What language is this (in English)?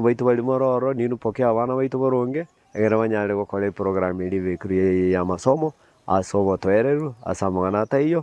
Gusii